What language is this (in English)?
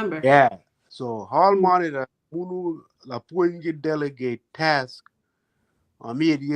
Acoli